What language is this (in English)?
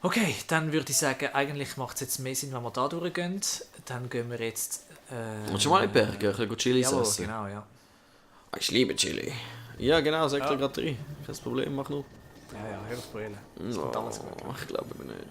Swiss German